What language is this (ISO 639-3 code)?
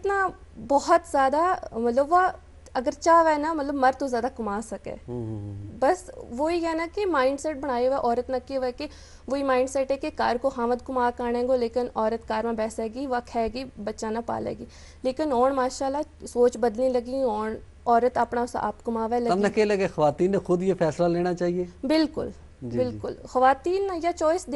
gju